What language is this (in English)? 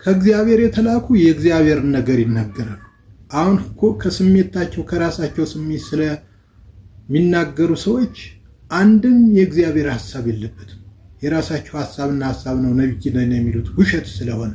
Amharic